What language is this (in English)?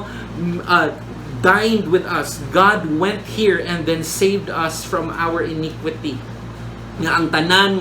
Cebuano